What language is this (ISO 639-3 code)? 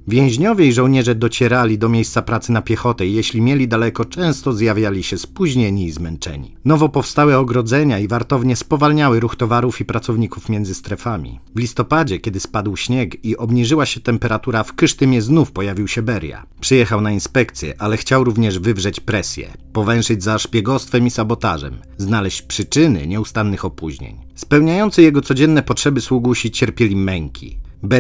pol